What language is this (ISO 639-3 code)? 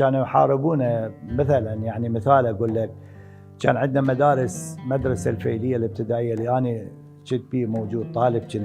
acm